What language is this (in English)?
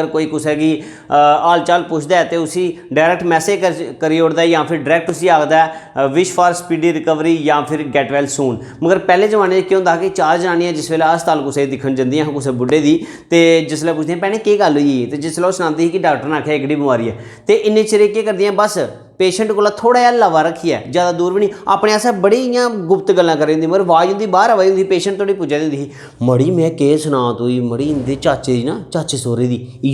Dogri